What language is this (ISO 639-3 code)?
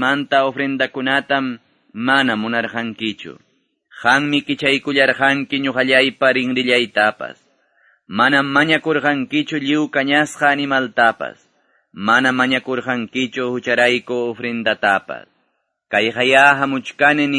que